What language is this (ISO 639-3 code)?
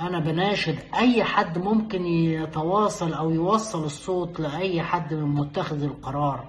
arz